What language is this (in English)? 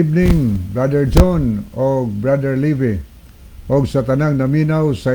Cebuano